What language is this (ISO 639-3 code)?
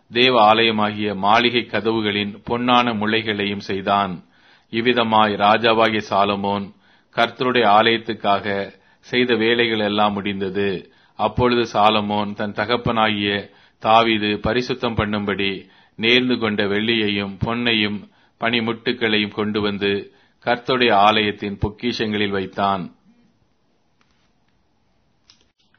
tam